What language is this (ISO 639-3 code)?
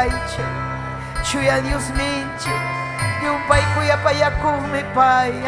quy